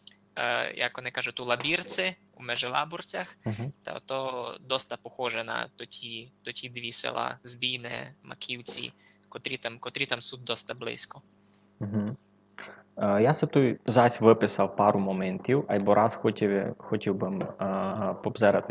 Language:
Rusyn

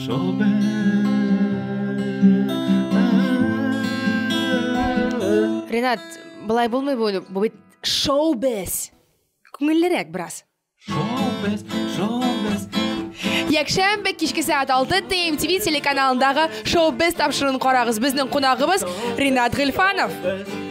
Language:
Tatar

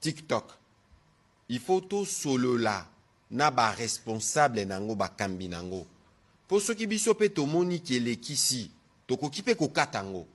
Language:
Lingala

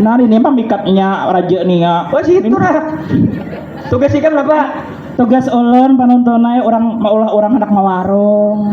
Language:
Banjar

